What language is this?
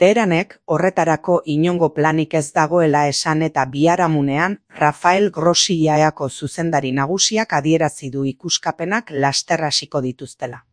Basque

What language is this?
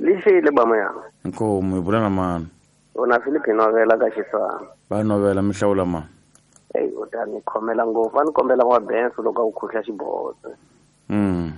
Tsonga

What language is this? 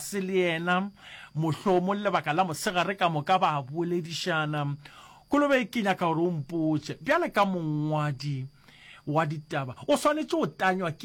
Northern Sotho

